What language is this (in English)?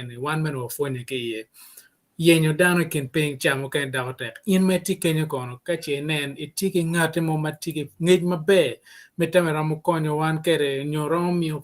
Acoli